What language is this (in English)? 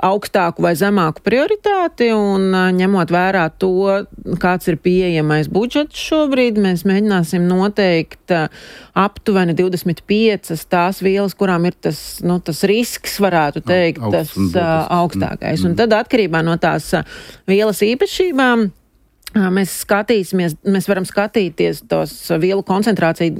Latvian